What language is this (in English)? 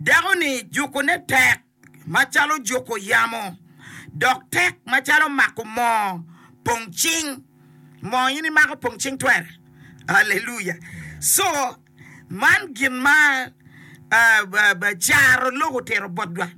Acoli